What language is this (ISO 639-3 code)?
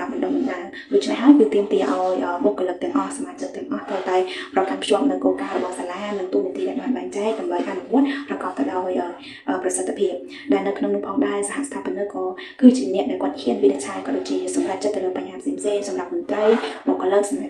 khm